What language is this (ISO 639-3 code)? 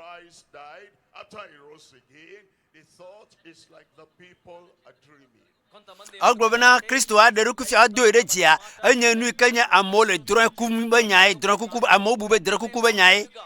ewe